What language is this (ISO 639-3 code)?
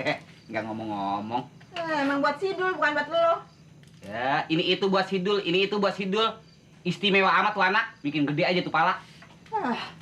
bew